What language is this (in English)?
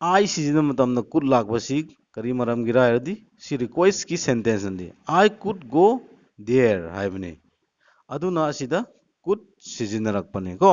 Manipuri